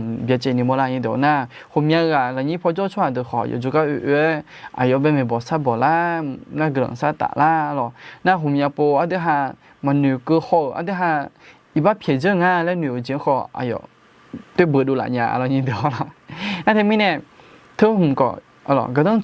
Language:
Akha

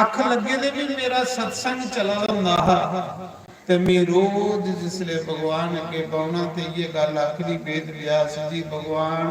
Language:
Dogri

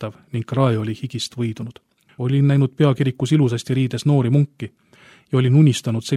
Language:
Estonian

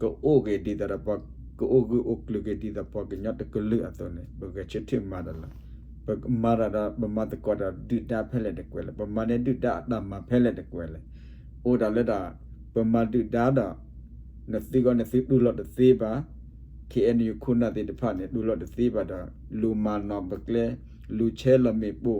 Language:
S'gaw Karen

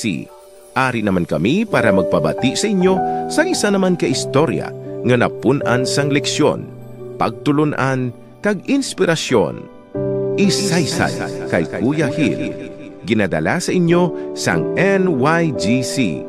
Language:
Hiligaynon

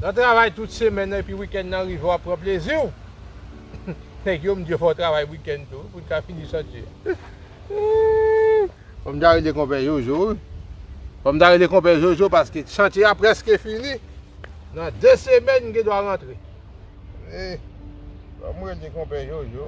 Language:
Haitian Creole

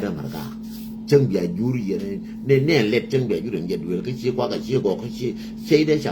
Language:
Nuer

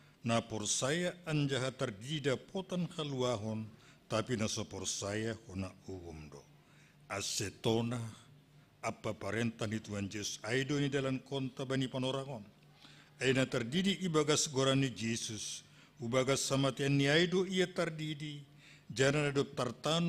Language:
Batak Simalungun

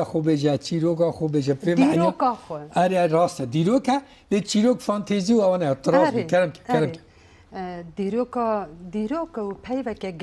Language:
Kurdish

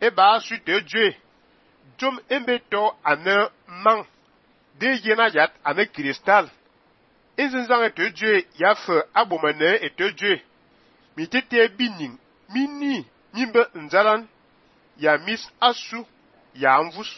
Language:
Fang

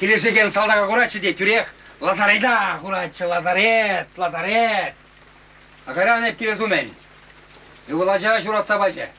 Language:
Chuvash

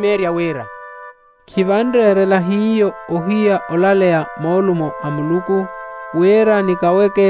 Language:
Makhuwa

